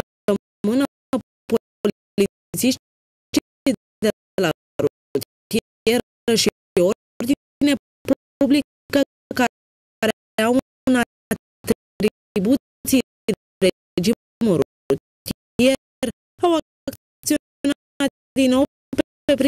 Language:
Romanian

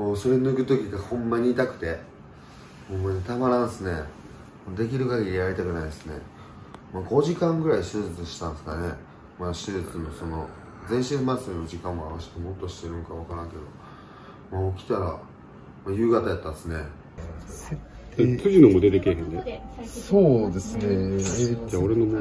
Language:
Japanese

